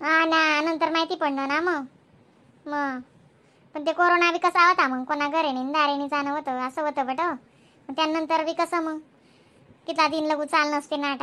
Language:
Khandesi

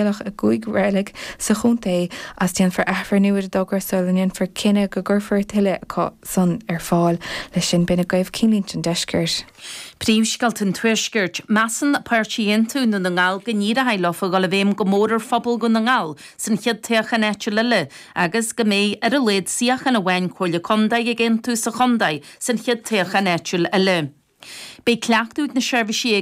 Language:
Irish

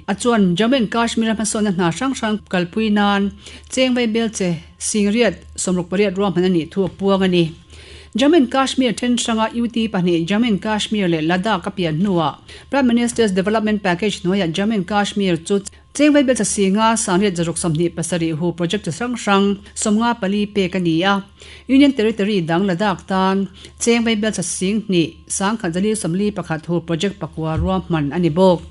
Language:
Mizo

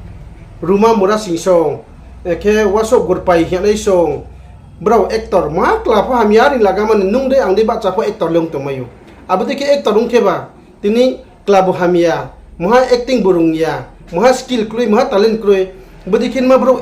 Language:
Riang (India)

